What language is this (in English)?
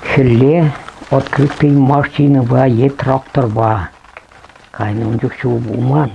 Chuvash